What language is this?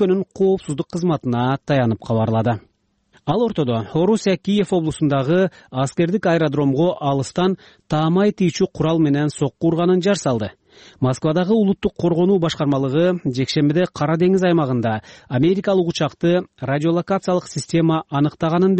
Kyrgyz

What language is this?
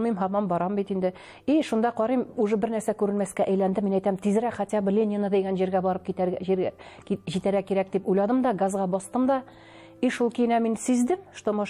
Tatar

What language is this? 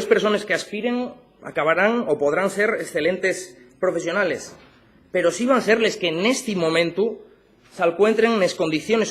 Asturian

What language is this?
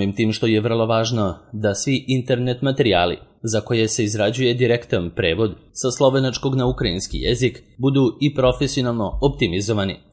Serbian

